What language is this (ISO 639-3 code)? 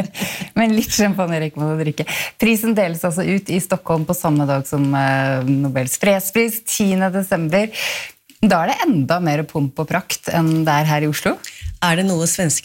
nor